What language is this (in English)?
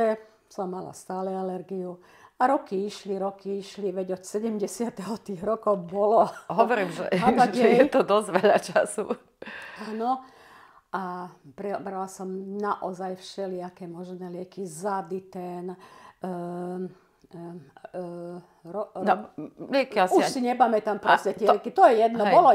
Slovak